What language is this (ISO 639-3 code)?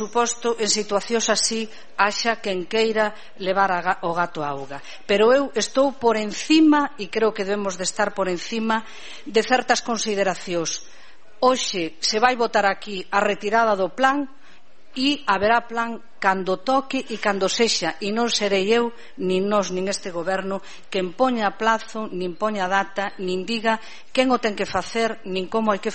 glg